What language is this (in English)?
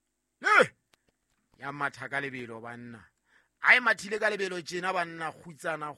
Southern Sotho